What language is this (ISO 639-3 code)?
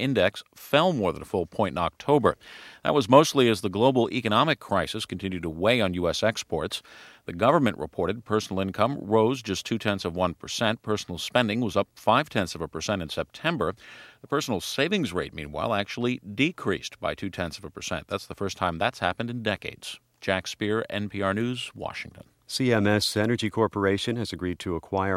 eng